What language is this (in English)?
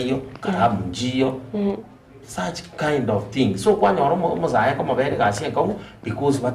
Gusii